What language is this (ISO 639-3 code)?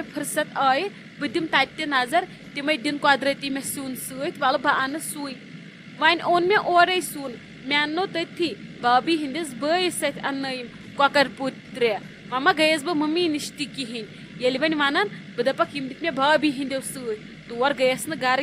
kas